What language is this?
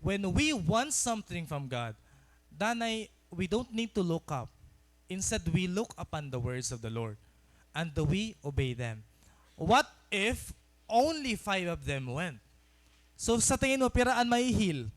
Waray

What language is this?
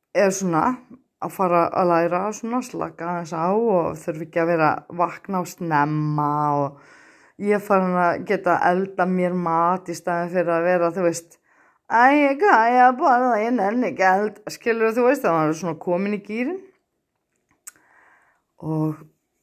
Icelandic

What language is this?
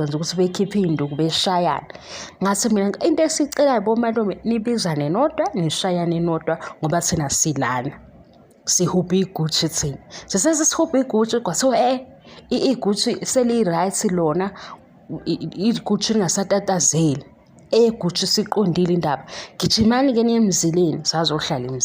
Zulu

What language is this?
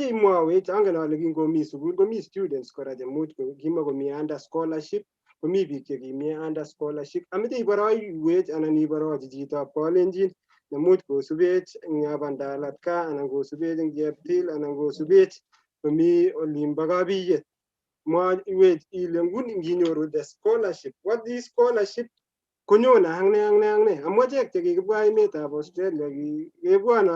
Kalenjin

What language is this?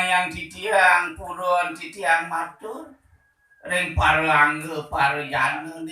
Balinese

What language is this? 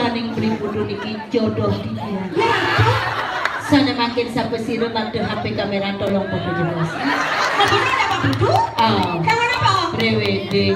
Balinese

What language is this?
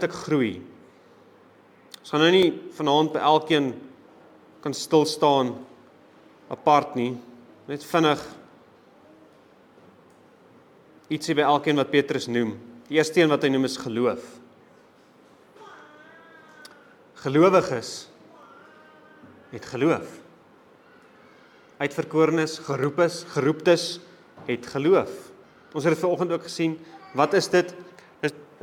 Afrikaans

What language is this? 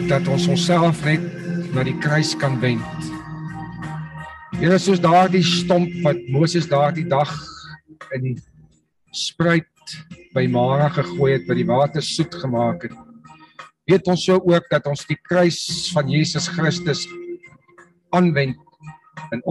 Afrikaans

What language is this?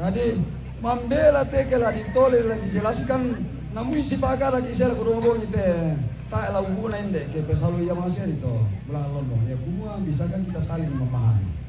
Toraja-Sa'dan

